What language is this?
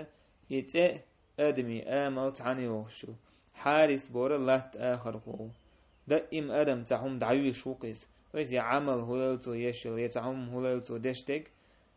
Chechen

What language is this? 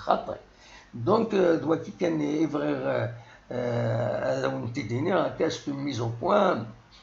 Kabyle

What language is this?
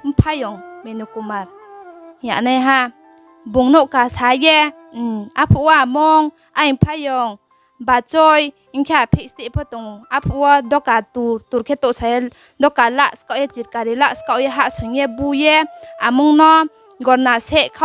Riang (India)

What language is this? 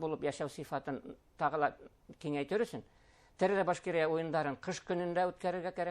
Bashkir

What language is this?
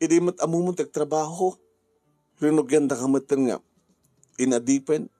Iloko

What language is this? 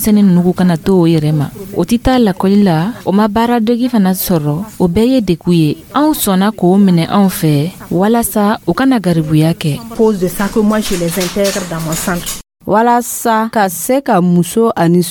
Dyula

